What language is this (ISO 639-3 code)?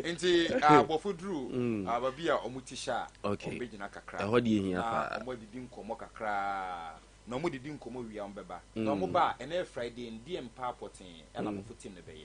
aka